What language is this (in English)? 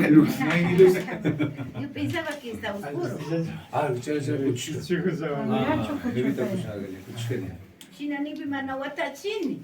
Imbabura Highland Quichua